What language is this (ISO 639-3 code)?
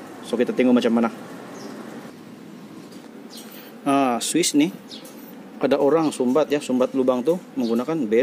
msa